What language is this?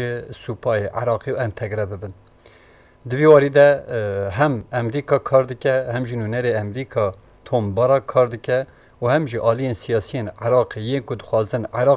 Kurdish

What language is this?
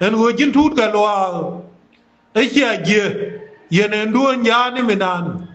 Nuer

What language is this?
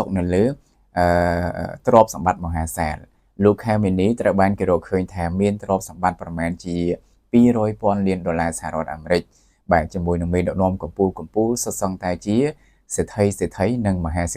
Khmer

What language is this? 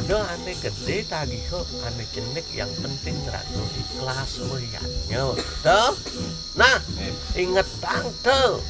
Balinese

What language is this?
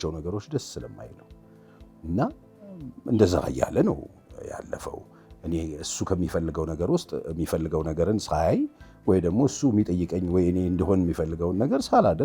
Amharic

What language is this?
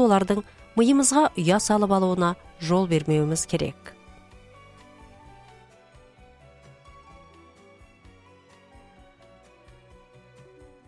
Kazakh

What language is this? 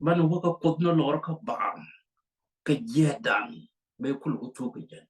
Nuer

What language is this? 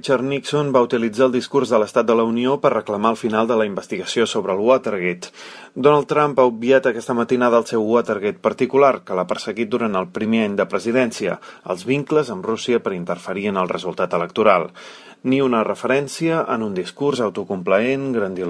Catalan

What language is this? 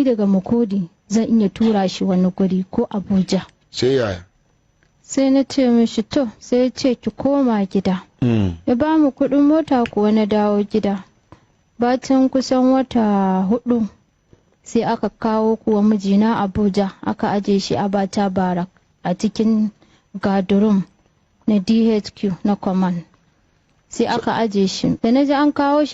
Hausa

